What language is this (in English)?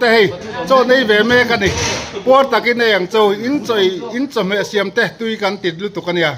Mizo